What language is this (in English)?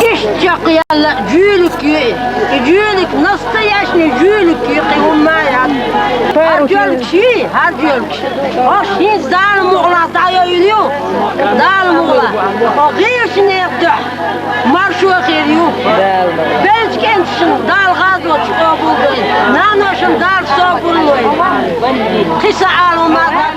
Chechen